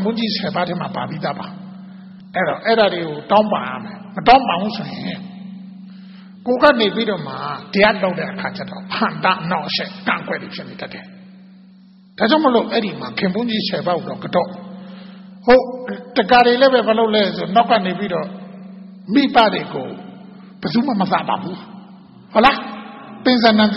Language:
Burmese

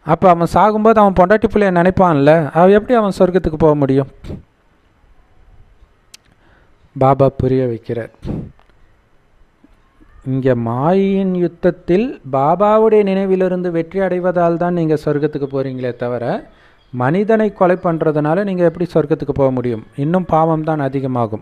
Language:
Tamil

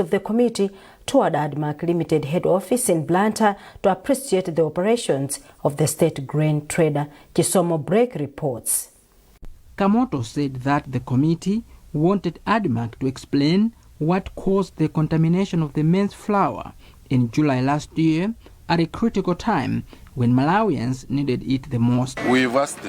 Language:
English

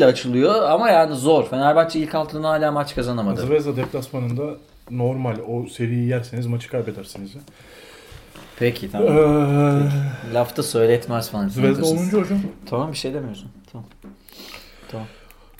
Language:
Turkish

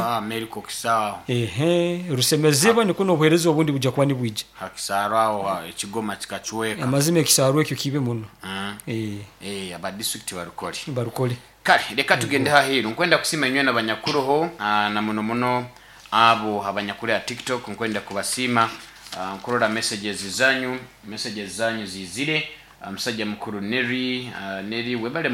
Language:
Nyoro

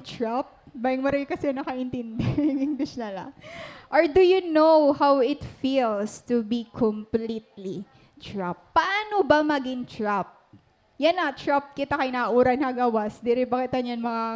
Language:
Waray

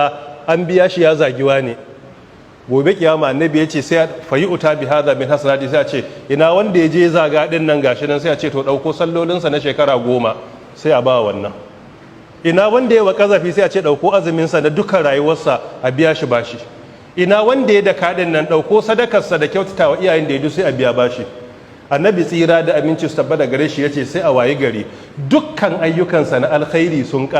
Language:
Hausa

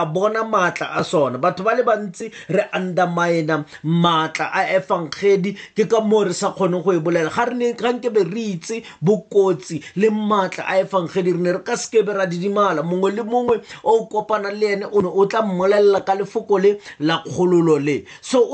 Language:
Tswana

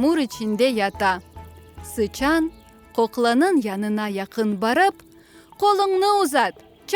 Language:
Crimean Tatar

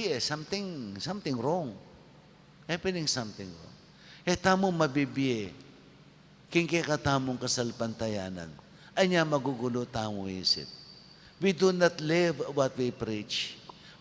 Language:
Pampanga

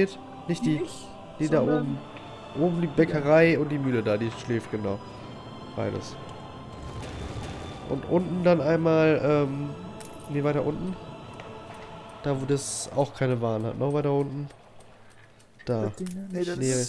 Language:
German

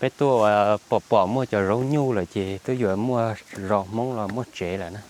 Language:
Hmong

